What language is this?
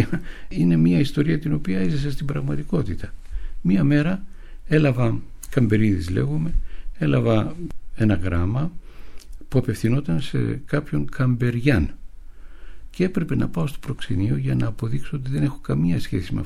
Greek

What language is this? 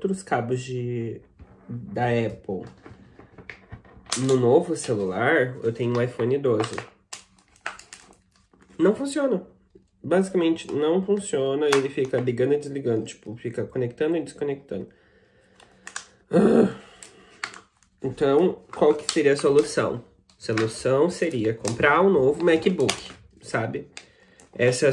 Portuguese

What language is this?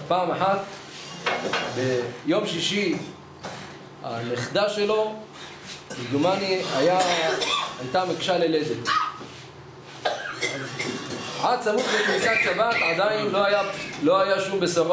Hebrew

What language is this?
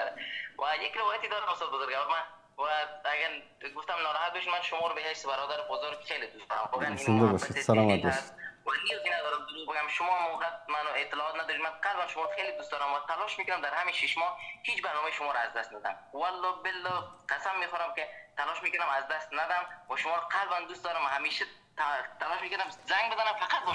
Persian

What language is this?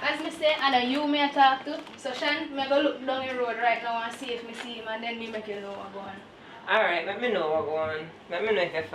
Jamaican Creole English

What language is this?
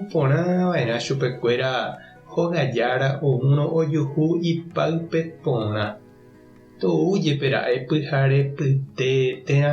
Guarani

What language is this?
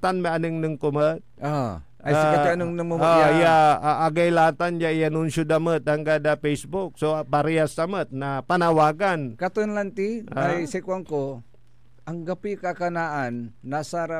Pangasinan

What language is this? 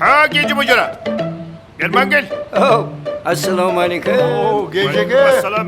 Kara-Kalpak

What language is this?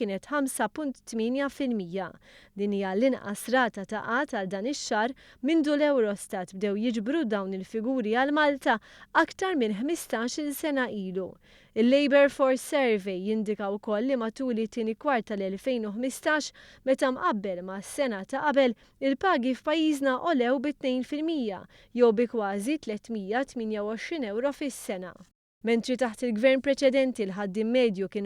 Maltese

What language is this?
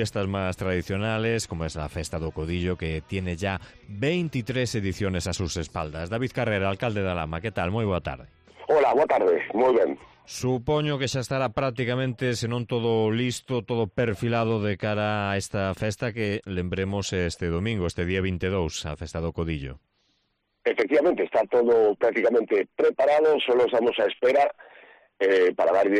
Galician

